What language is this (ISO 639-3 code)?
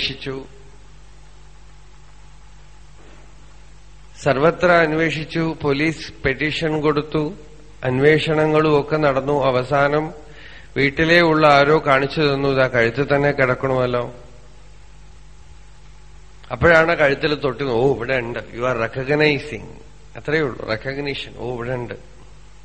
mal